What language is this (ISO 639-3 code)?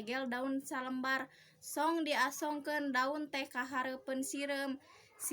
sun